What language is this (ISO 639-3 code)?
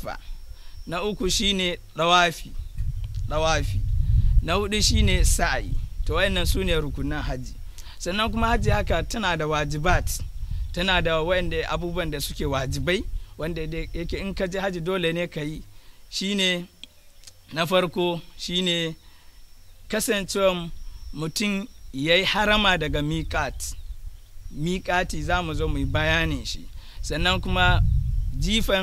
hau